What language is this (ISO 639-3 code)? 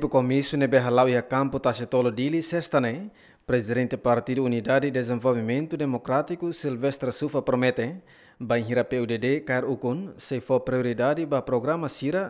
tet